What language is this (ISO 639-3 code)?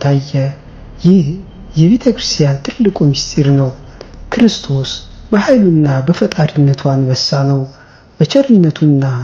amh